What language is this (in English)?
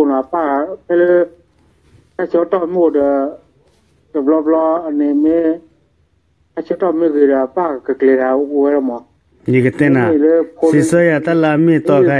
S'gaw Karen